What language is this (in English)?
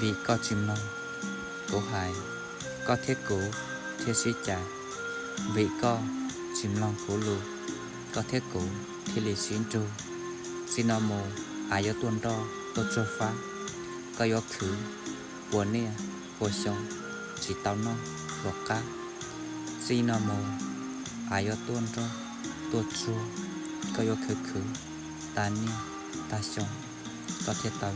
Hmong